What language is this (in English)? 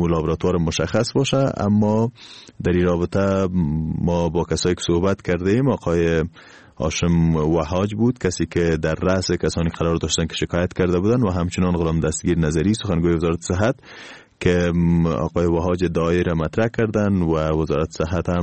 Persian